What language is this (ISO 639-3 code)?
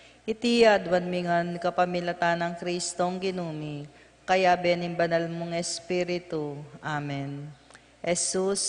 pam